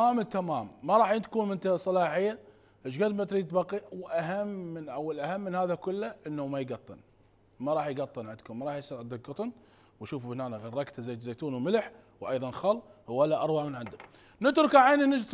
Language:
Mesopotamian Arabic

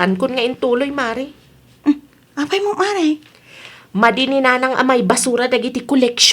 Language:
Iloko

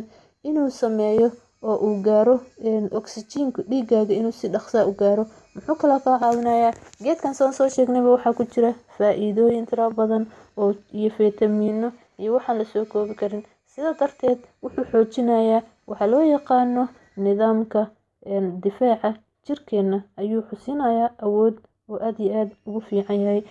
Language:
Somali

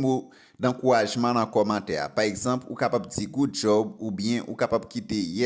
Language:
Haitian Creole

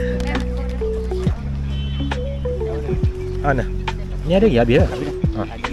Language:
Malay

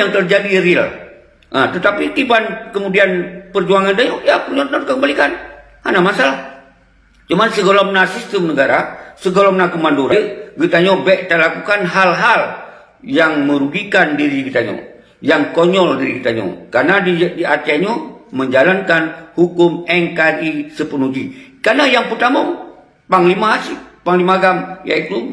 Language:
Achinese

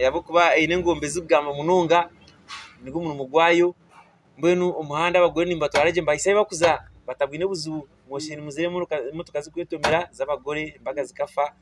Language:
Nyankole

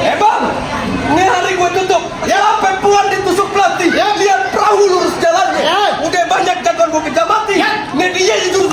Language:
Betawi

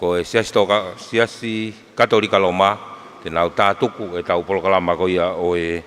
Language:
Tongan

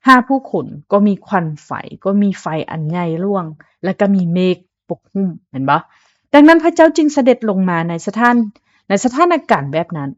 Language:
Lao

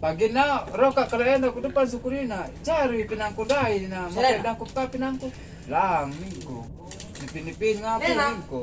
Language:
Batak Karo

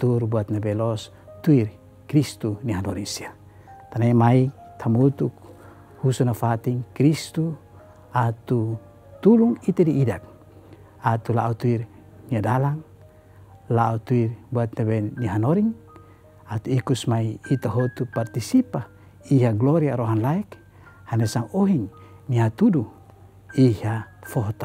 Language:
Tetum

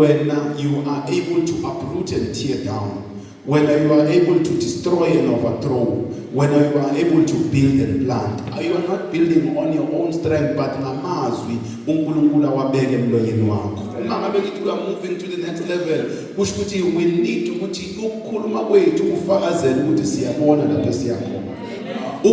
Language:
Zulu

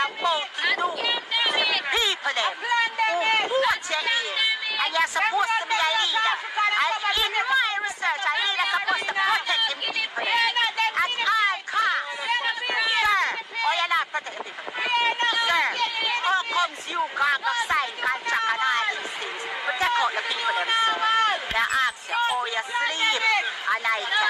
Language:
Jamaican Creole English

